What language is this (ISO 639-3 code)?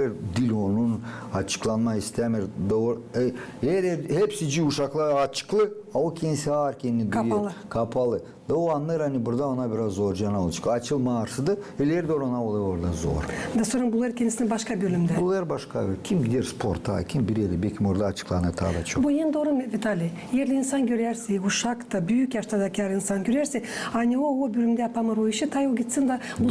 gag